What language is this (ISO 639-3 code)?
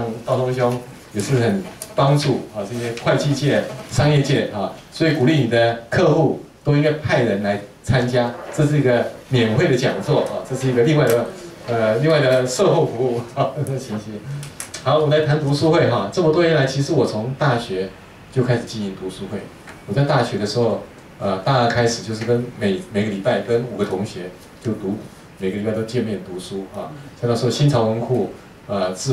zho